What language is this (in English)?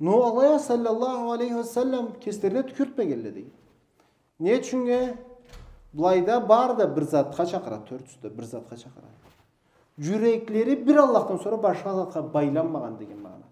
Karachay-Balkar